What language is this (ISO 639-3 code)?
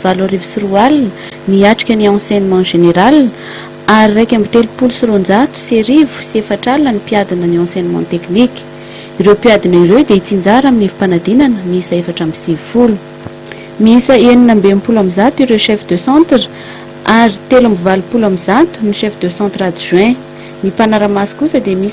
mlg